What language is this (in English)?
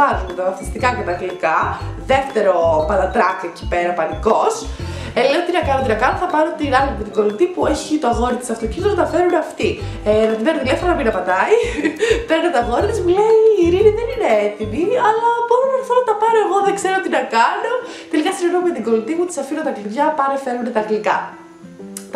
Greek